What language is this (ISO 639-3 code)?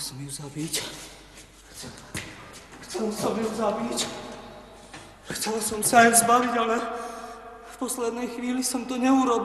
slk